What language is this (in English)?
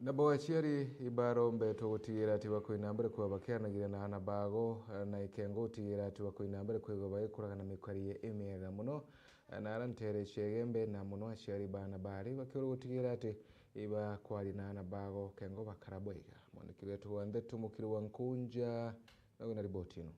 Meru